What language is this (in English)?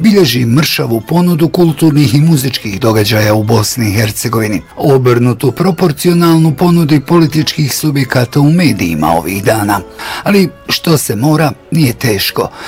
Bosnian